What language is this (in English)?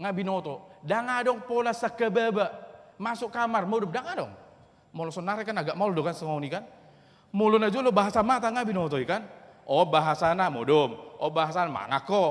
Batak Toba